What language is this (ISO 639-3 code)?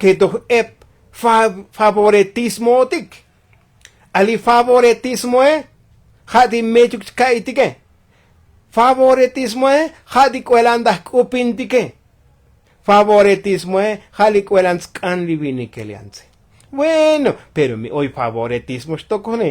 tzo